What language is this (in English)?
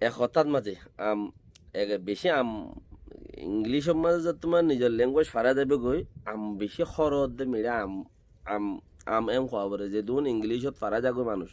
Rohingya